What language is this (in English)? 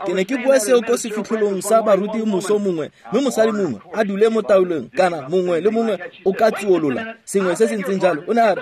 Tswana